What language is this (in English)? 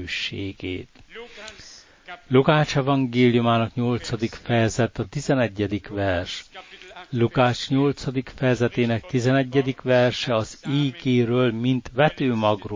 Hungarian